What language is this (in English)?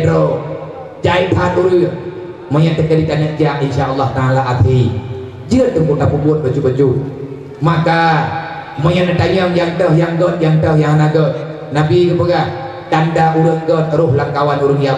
Achinese